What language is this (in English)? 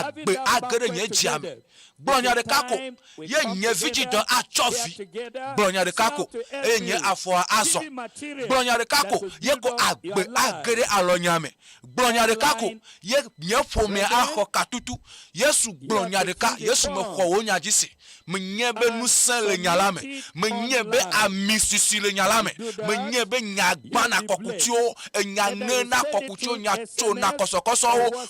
Ewe